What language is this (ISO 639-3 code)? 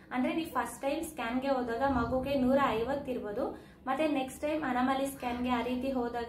kan